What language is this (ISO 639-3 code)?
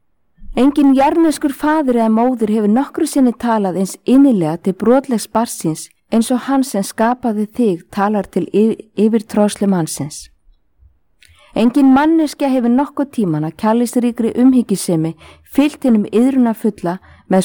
isl